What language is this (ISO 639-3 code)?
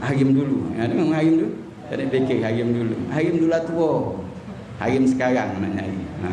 mui